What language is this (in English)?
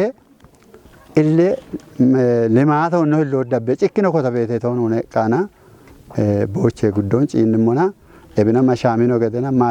Kafa